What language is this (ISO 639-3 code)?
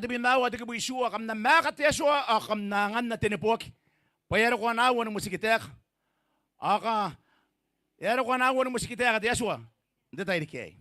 gil